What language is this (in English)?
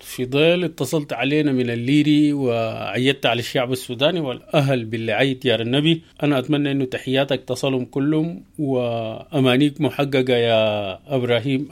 Sudanese Arabic